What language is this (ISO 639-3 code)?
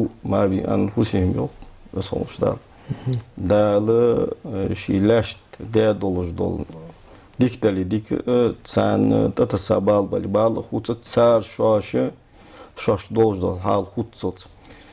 inh